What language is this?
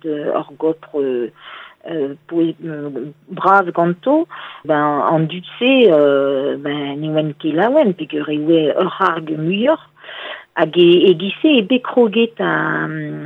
Breton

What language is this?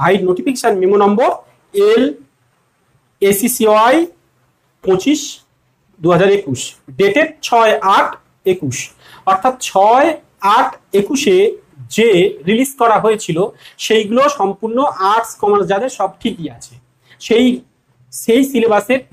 Bangla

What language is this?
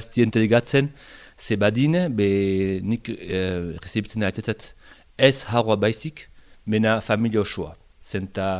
Basque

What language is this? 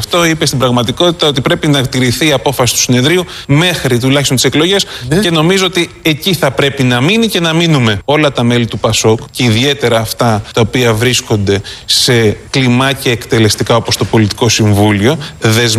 Greek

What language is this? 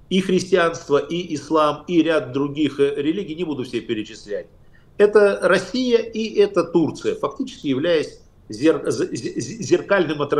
Russian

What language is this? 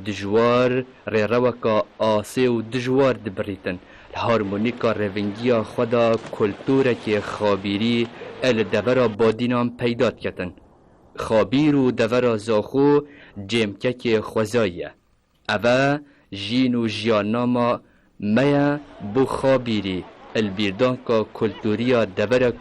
Kurdish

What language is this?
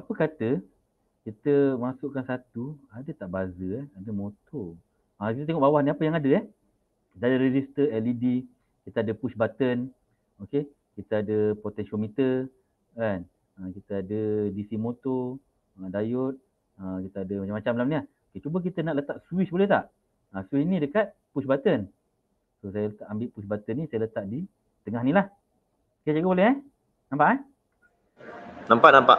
Malay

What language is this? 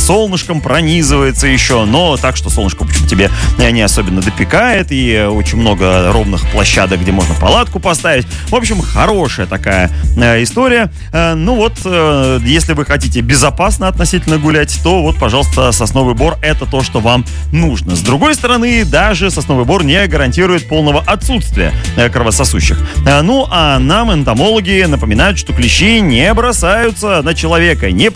Russian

